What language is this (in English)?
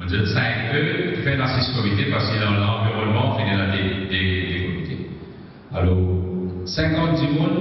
Morisyen